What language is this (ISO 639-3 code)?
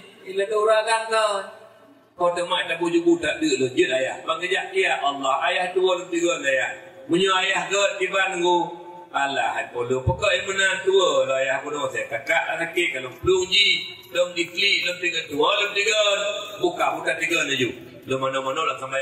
ace